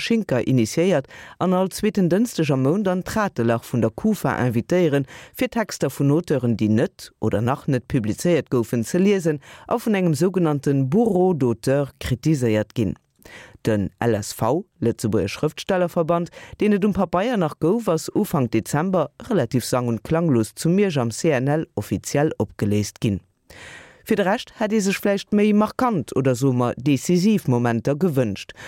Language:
Luxembourgish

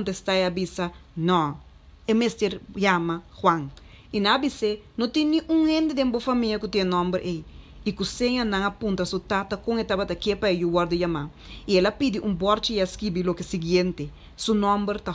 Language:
Papiamento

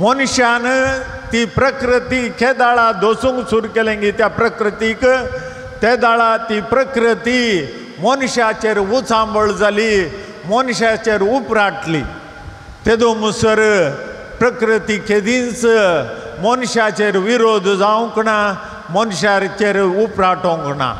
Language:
Konkani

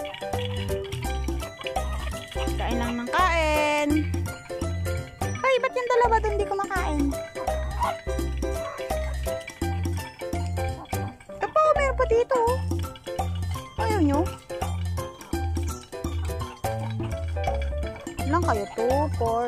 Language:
Filipino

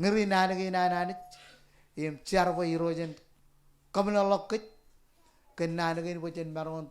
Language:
Marshallese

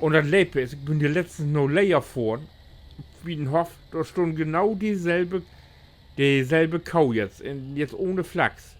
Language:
Low German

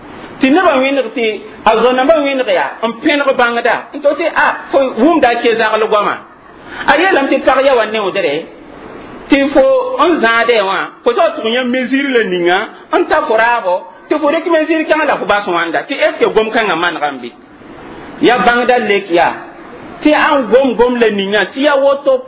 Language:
Mossi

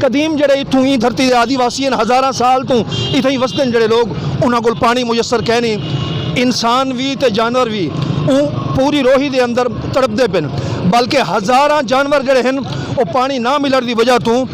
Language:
Saraiki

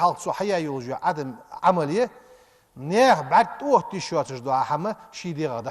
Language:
Ingush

